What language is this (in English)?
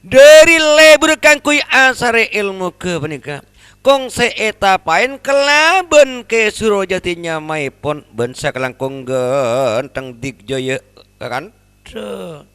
Madurese